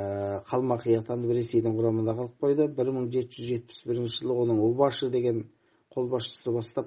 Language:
Kazakh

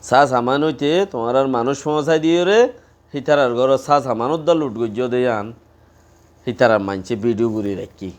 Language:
Rohingya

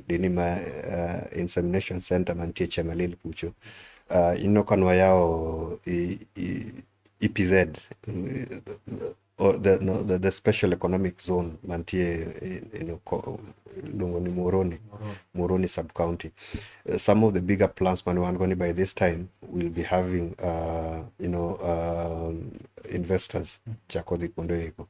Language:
Luo (Kenya and Tanzania)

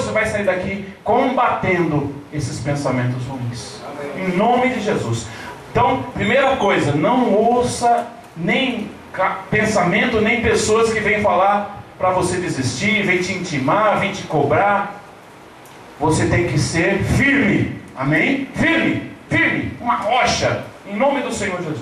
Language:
Portuguese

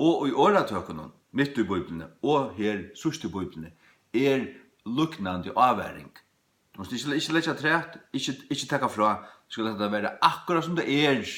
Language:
Faroese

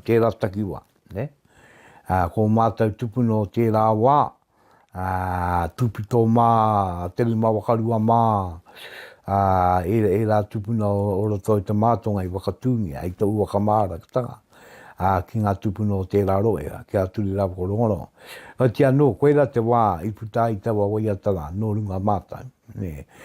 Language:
Māori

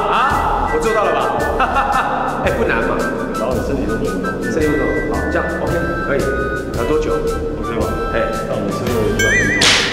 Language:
Chinese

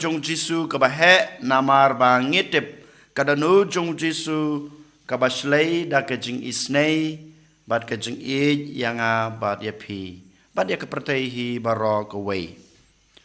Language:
Khasi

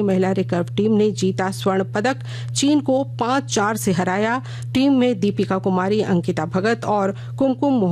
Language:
Hindi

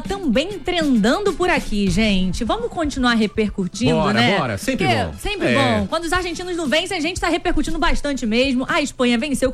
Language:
Portuguese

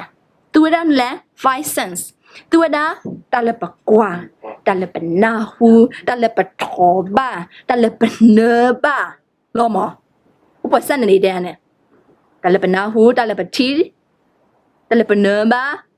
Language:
S'gaw Karen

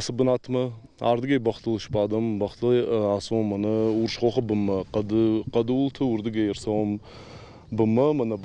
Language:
Ossetic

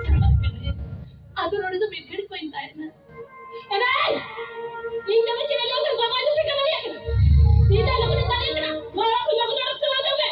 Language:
Santali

